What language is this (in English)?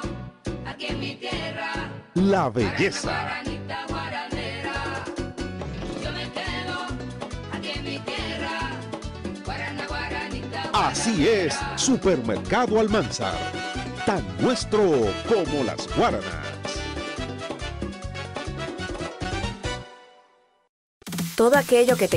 Spanish